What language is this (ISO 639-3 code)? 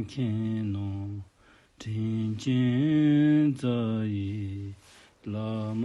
dzo